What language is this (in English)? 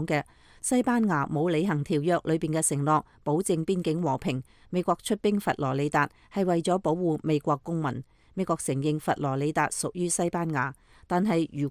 Cantonese